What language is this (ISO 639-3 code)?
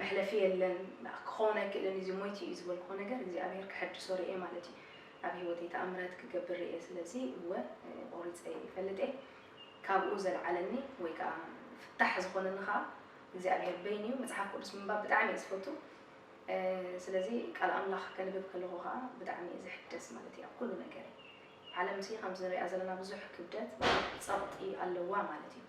tir